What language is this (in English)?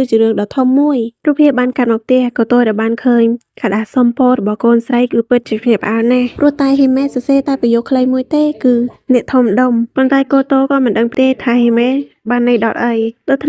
Khmer